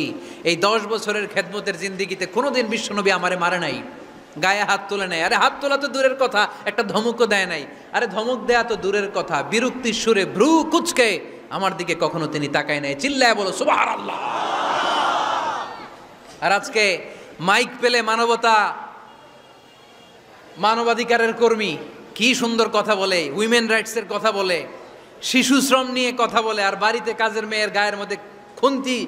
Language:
Bangla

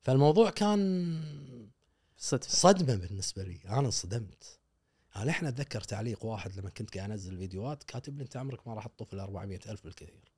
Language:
Gulf Arabic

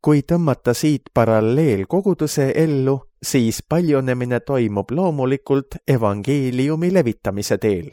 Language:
Estonian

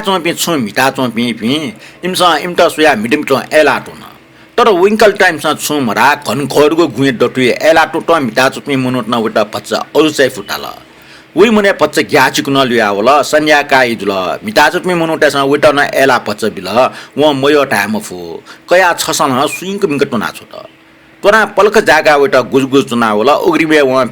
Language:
Newari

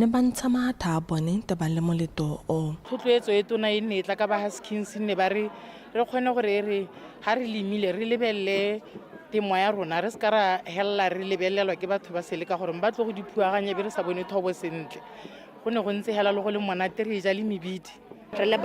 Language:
Tswana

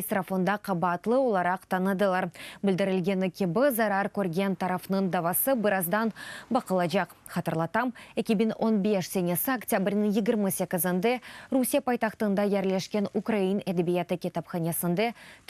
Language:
Crimean Tatar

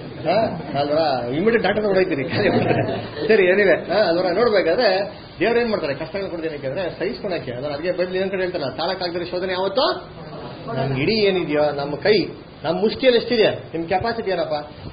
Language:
Kannada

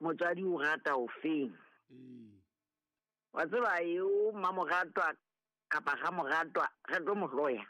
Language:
Southern Sotho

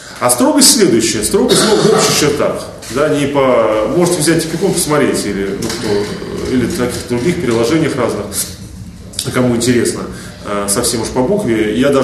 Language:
Russian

